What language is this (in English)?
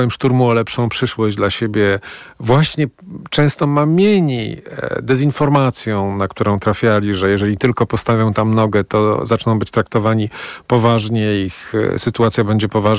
Polish